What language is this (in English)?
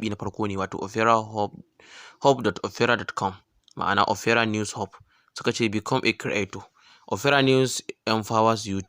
Hausa